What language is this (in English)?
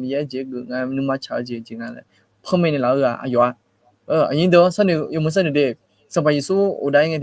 Akha